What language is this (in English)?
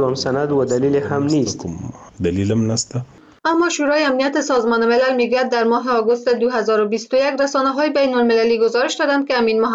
Persian